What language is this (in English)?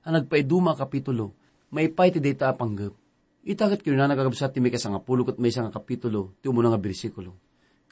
Iloko